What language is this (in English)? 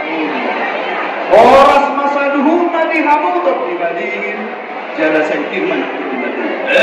Batak Toba